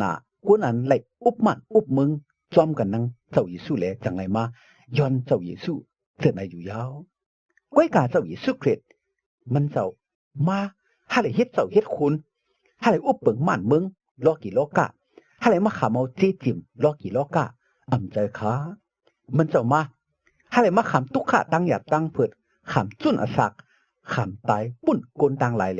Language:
Shan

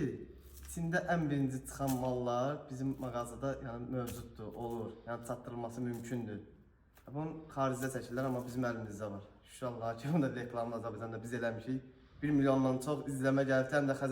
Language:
Azerbaijani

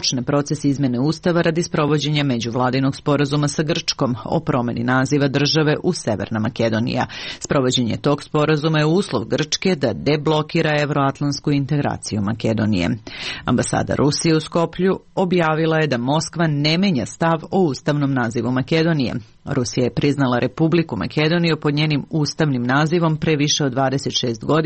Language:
Serbian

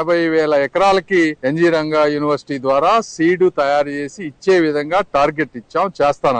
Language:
Telugu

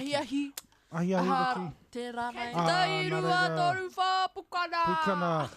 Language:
Māori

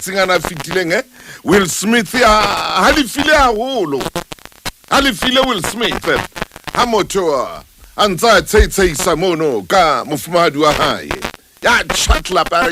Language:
Southern Sotho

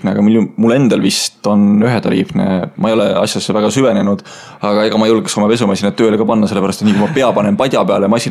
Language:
Estonian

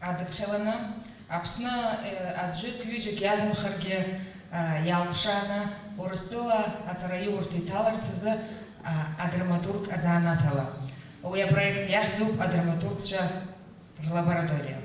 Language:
Abkhazian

